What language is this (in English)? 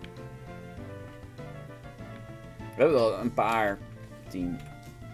Dutch